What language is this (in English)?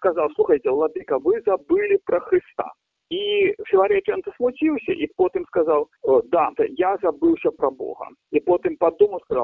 Belarusian